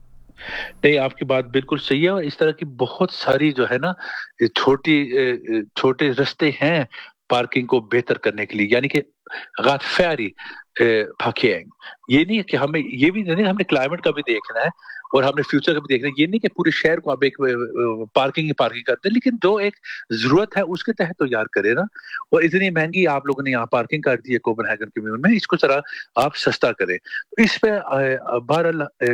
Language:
Urdu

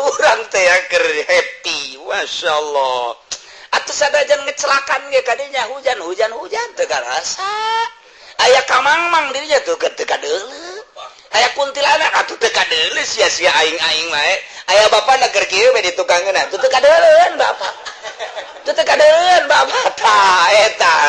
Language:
Sundanese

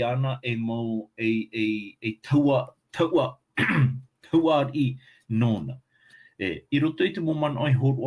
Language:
Tahitian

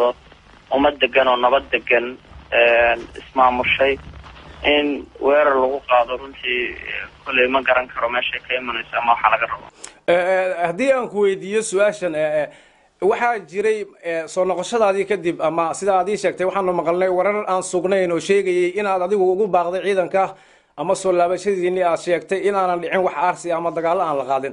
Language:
Somali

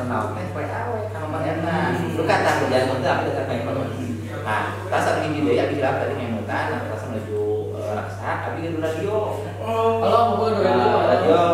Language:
Sundanese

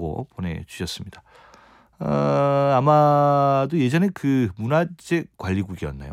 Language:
Korean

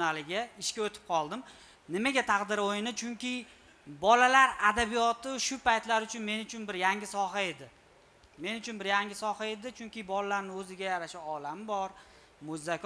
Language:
Uzbek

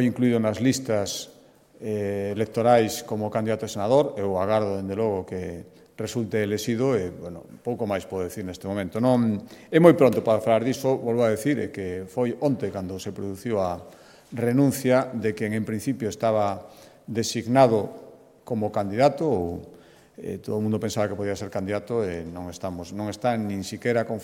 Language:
Galician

